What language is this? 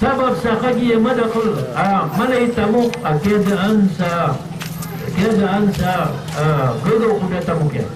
Maranao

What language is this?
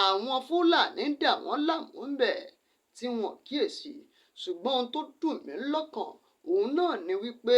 Yoruba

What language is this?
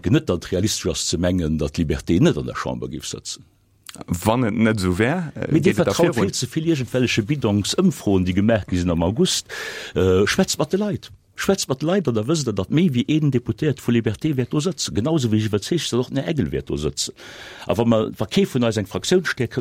Luxembourgish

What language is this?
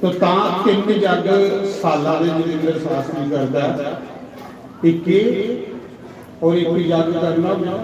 Dogri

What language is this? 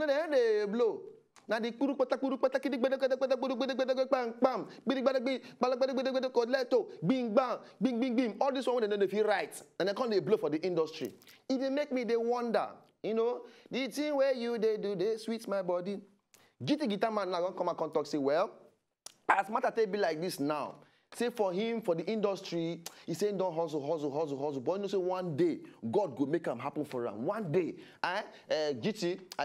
Nigerian Pidgin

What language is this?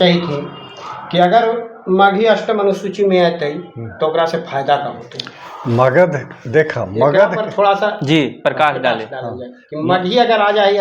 Magahi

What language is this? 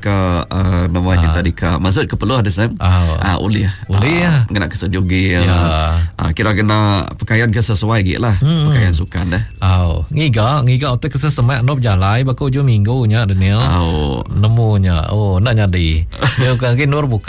Iban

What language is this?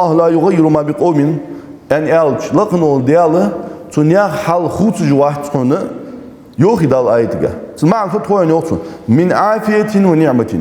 Ingush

